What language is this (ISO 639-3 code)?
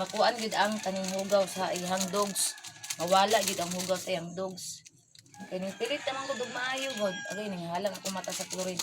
ceb